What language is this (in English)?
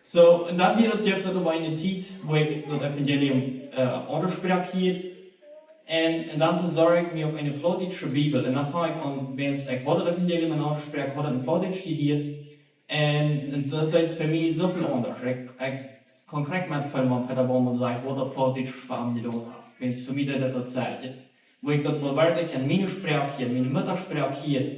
Plautdietsch